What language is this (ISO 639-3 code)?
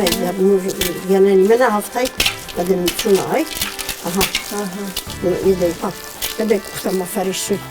oss